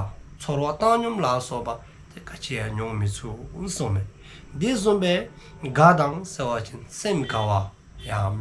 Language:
Dzongkha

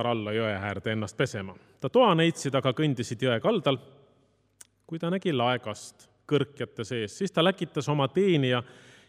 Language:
Estonian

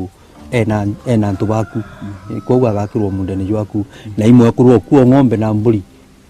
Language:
Meru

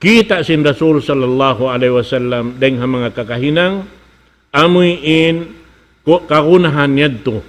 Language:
Tausug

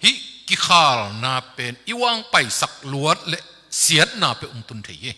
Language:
Tedim Chin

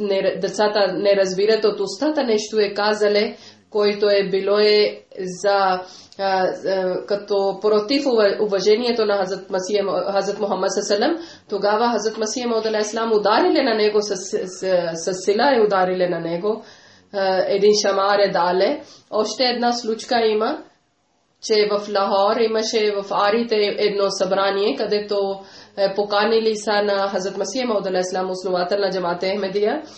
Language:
Bulgarian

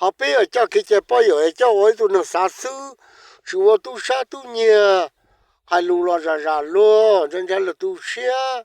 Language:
Hmong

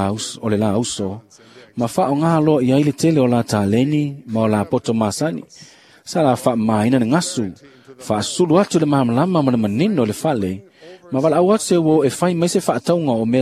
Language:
Samoan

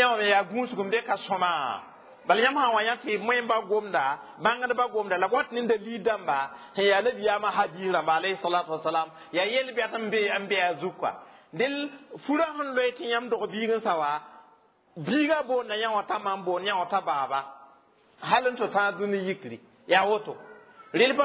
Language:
Mossi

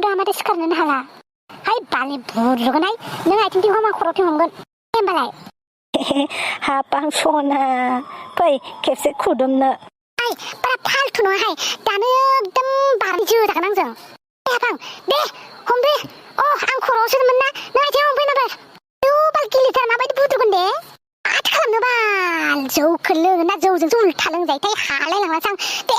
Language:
Bodo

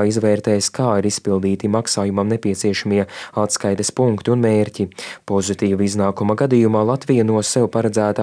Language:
Latvian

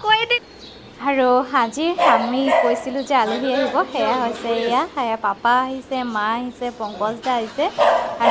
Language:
Assamese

